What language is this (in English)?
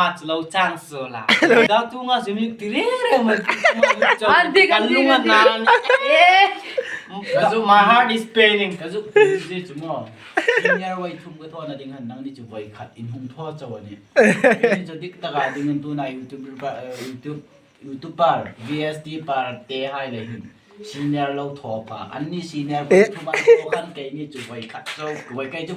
Hmar